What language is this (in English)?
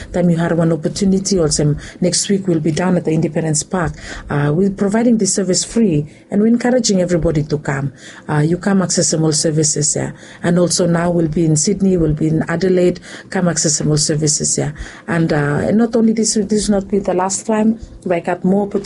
Bislama